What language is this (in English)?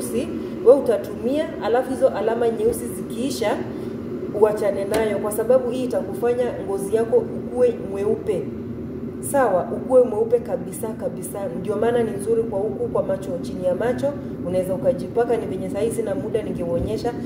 Swahili